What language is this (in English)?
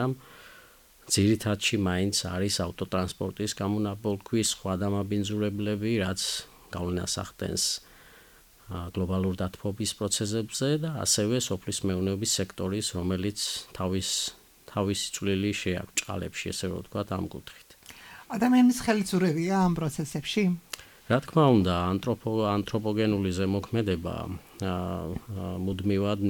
Georgian